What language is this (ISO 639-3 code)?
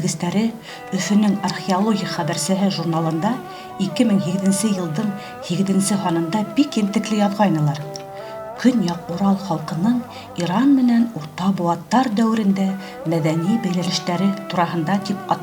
bak